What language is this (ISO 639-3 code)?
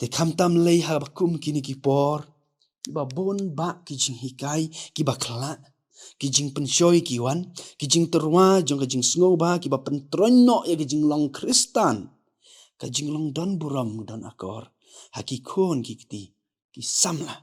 kha